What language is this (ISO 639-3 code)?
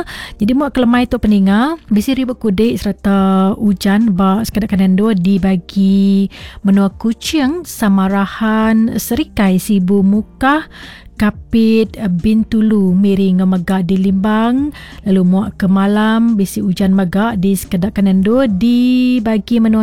iba